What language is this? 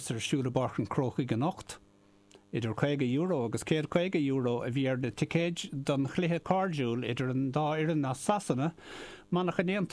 Irish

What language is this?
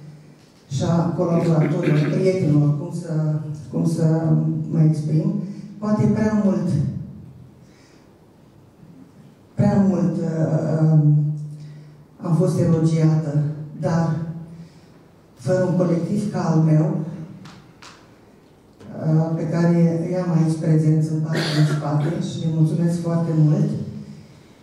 Romanian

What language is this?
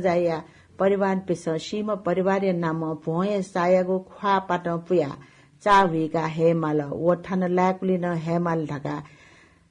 Newari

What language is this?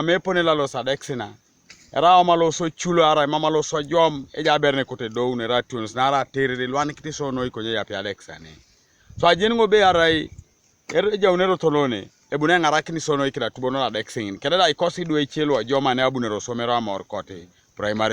Teso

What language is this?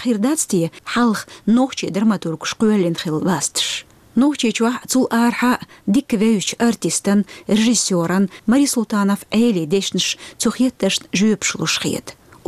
Chechen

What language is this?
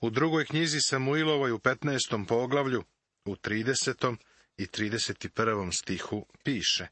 Serbian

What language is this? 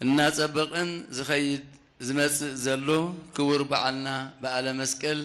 Tigrinya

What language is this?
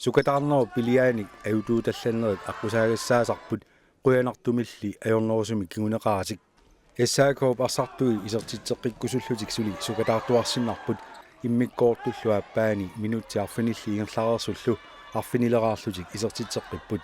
Kalaallisut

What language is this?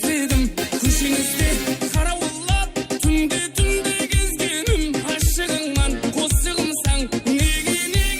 Kara-Kalpak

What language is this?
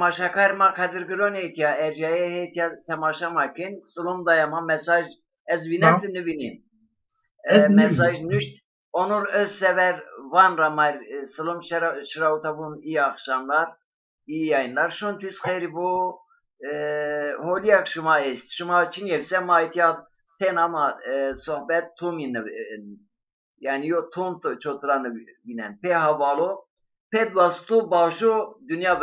Zaza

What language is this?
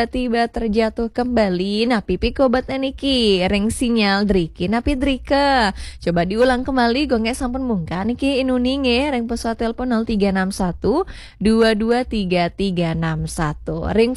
Balinese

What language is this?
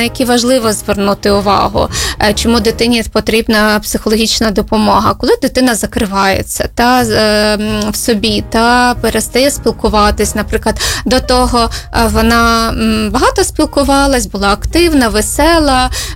Ukrainian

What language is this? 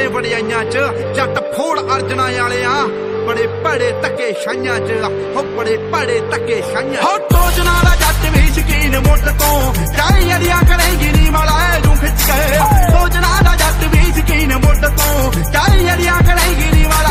Punjabi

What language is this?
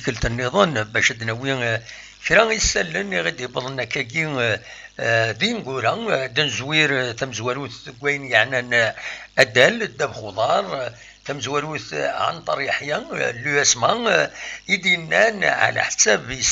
Kabyle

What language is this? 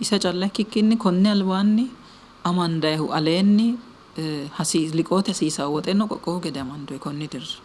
Sidamo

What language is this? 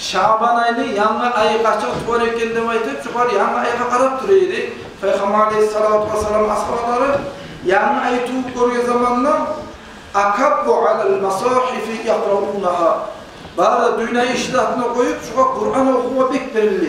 Kumyk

